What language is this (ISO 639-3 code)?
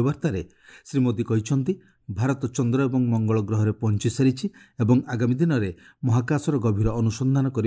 ori